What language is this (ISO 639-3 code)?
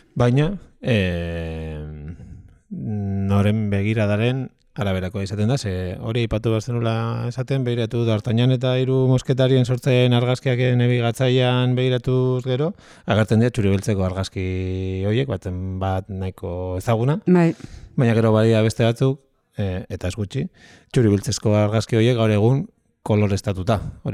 eus